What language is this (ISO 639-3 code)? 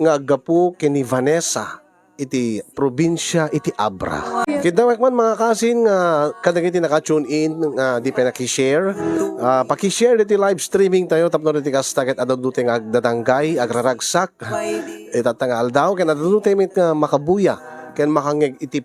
ilo